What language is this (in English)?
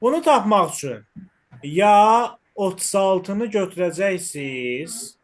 Azerbaijani